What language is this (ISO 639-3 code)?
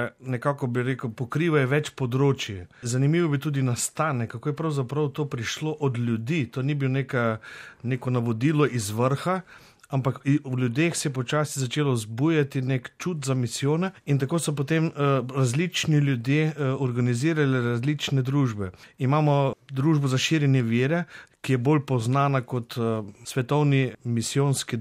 slv